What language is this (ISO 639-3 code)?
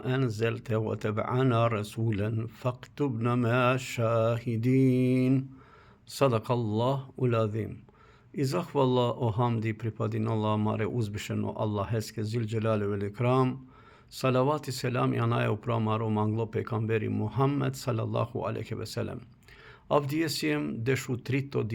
rmn